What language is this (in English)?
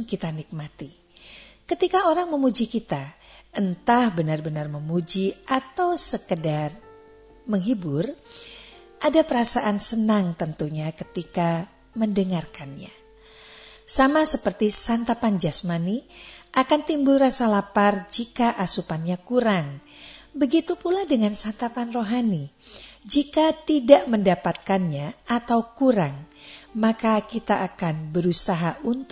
Indonesian